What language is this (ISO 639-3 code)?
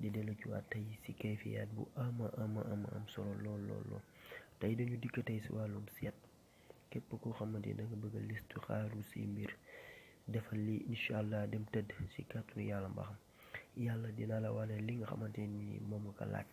wol